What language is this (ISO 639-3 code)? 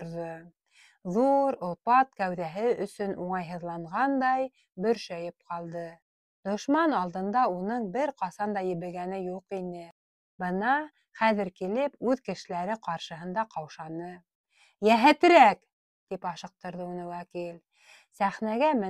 bak